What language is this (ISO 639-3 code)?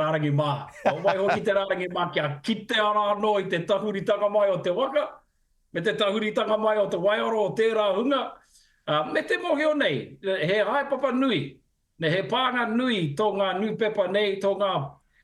mri